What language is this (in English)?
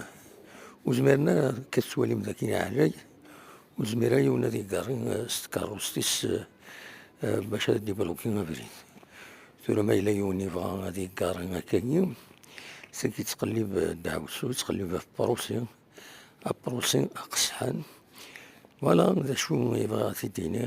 Kabyle